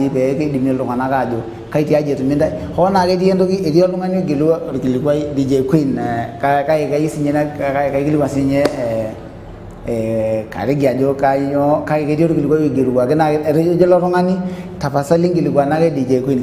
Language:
Masai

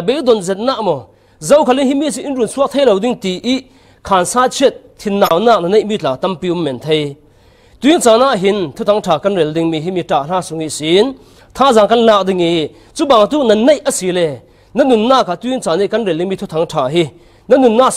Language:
Falam Chin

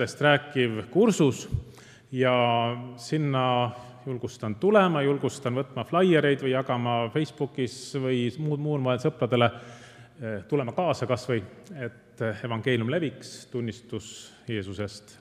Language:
Estonian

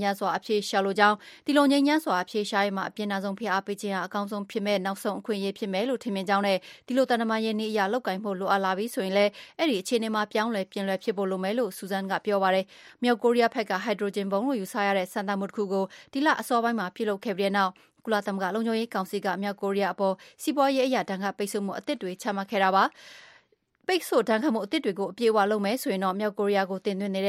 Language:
Burmese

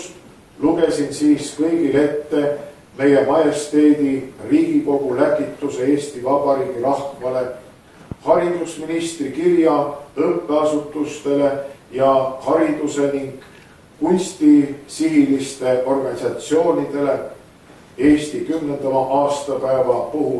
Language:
Estonian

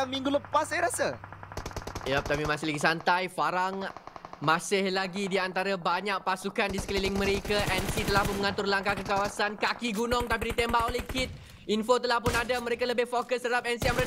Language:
Malay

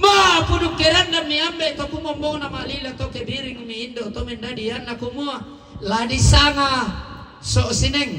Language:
Toraja-Sa'dan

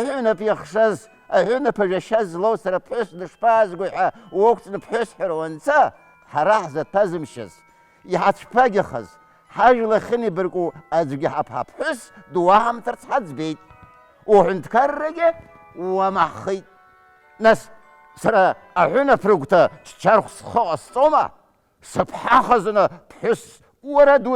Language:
Abkhazian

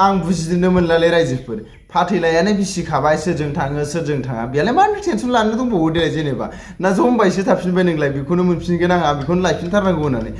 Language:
Bodo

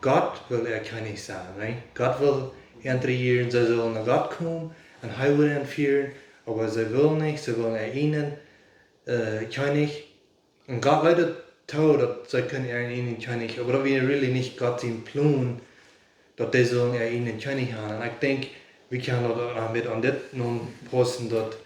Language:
Plautdietsch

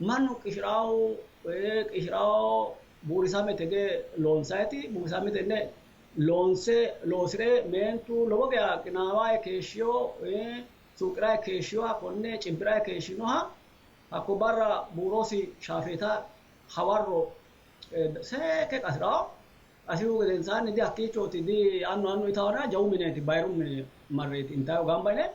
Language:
Sidamo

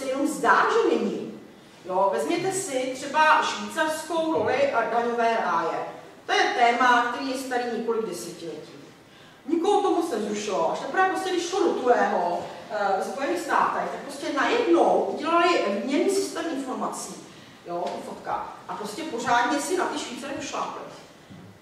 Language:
Czech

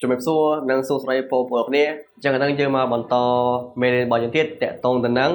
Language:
Khmer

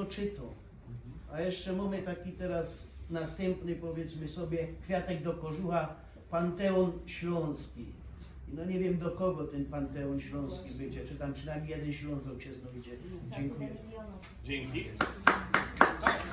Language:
Silesian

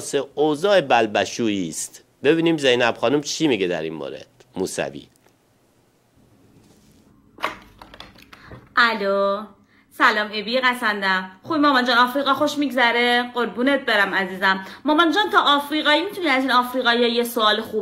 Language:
Persian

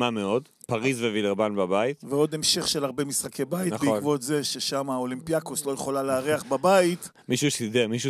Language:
Hebrew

